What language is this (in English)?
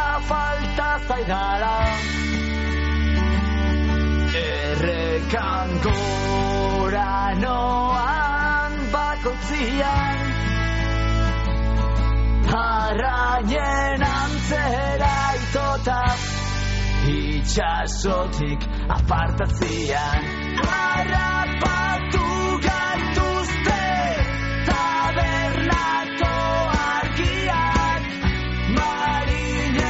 Basque